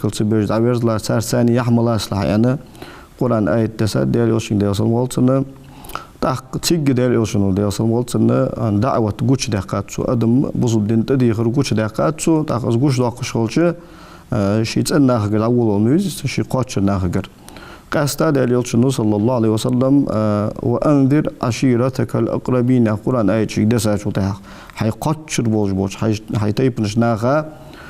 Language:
Ingush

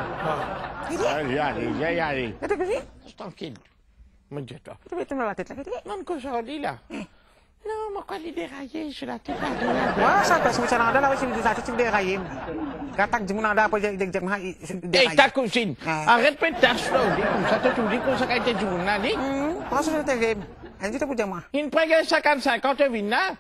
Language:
Morisyen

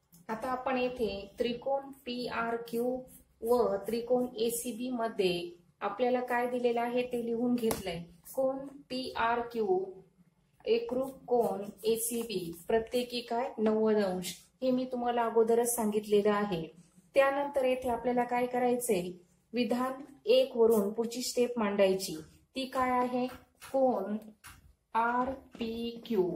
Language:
Marathi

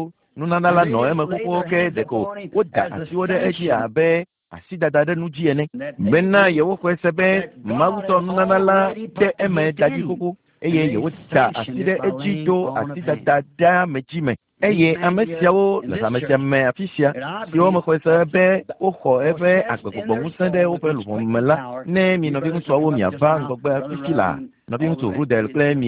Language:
Ewe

